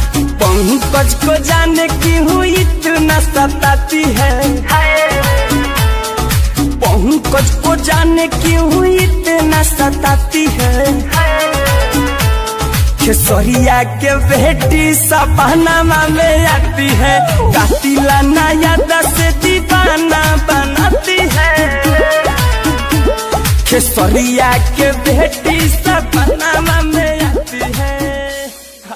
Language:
Bhojpuri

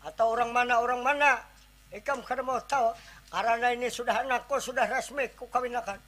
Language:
Banjar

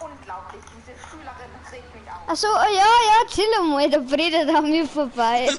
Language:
Bavarian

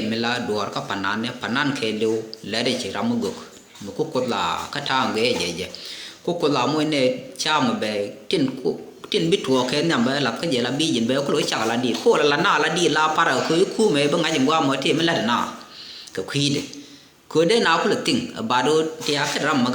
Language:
Nuer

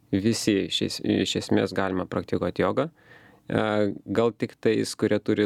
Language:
Lithuanian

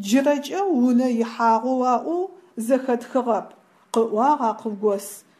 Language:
Adyghe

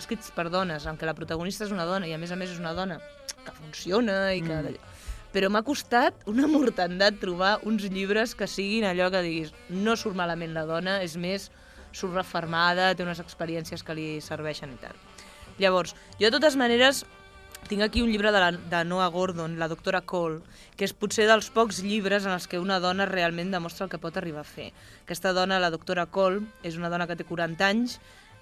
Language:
Catalan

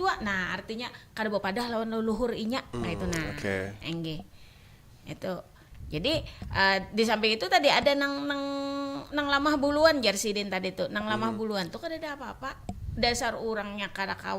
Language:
Banjar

